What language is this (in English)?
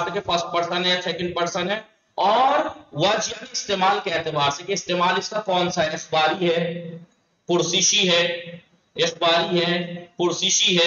Urdu